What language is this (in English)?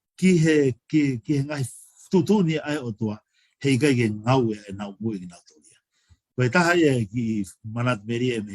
Tongan